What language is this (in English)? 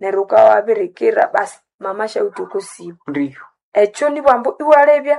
Nande